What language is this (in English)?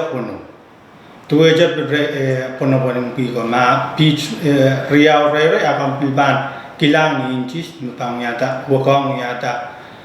Pohnpeian